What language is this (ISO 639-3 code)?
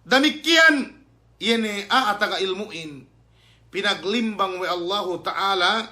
yka